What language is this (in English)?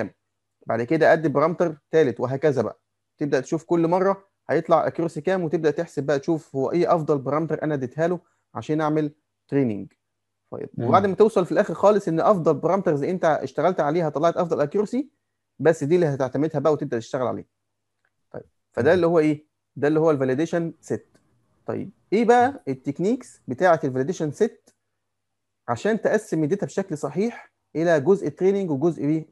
Egyptian Arabic